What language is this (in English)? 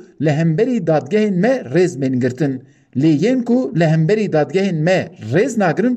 Kurdish